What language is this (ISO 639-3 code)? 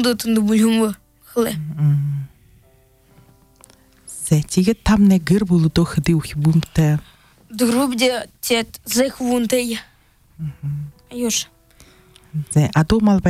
bua